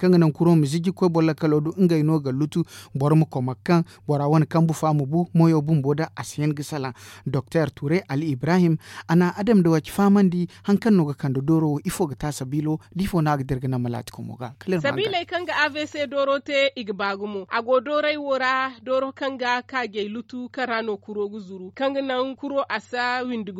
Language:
Zarma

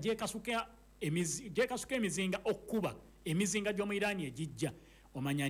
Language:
Ganda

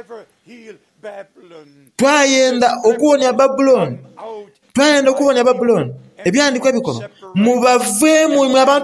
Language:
Soga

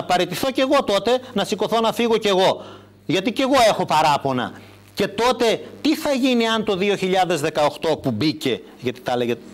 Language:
Greek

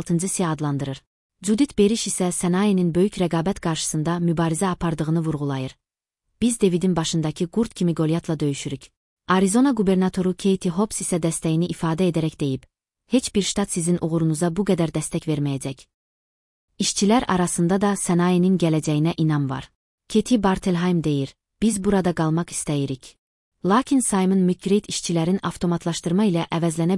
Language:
Azerbaijani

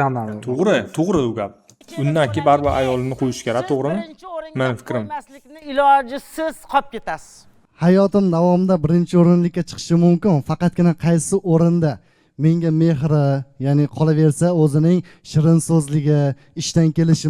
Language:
Uzbek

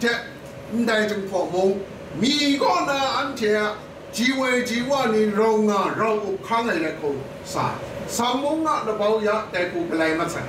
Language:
Kachin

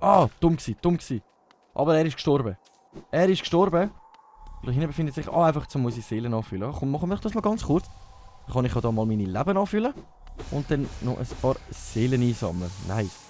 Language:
Swiss German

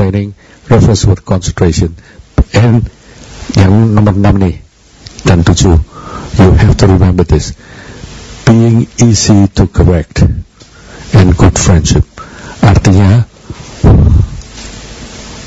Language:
Indonesian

